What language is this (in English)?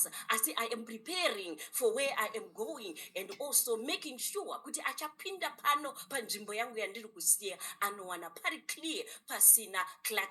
Shona